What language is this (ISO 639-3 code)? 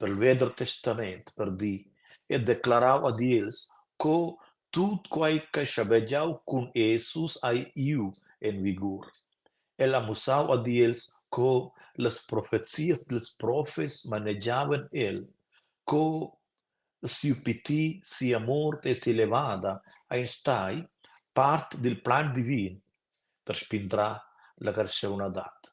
roh